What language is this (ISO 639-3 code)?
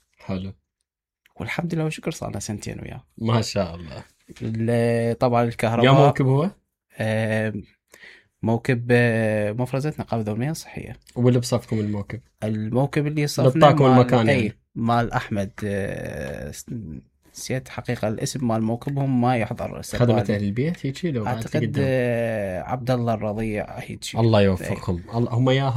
acm